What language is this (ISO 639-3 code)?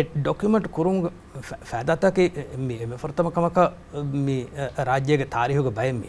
div